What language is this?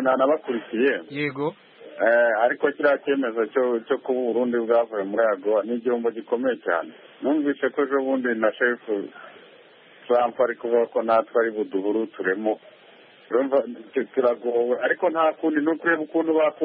Kinyarwanda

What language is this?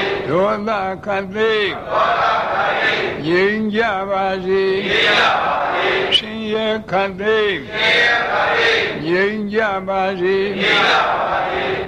Burmese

